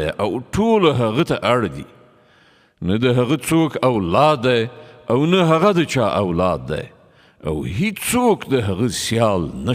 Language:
Pashto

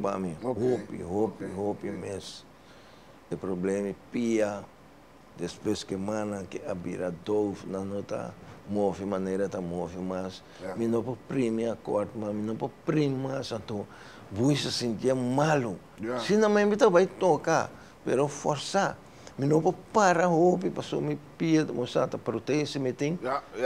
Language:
Papiamento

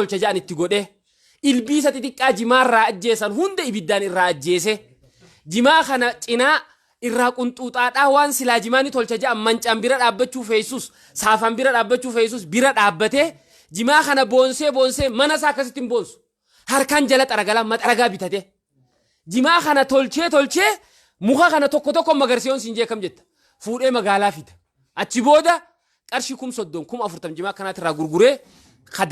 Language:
Oromo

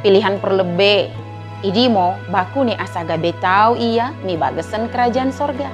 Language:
Batak Dairi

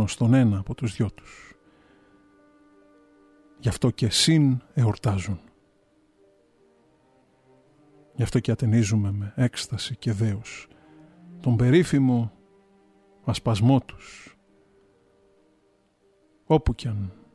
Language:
Greek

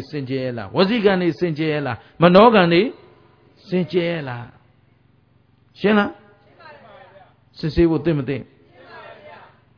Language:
Burmese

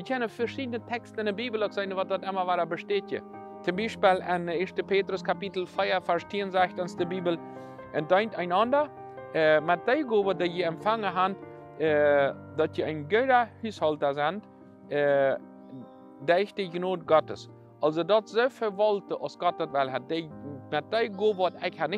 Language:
Plautdietsch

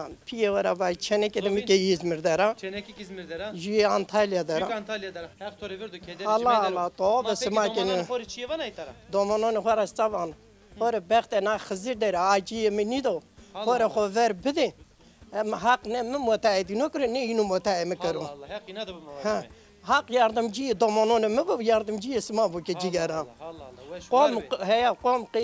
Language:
Zaza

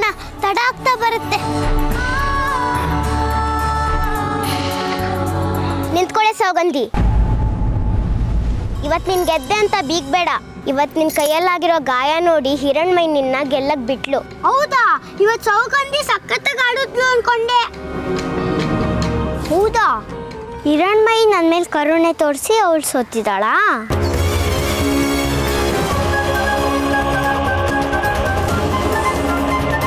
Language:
Kannada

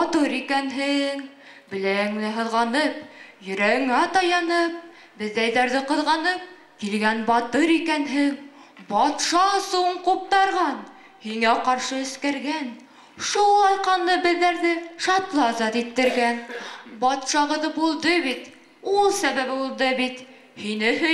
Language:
Bashkir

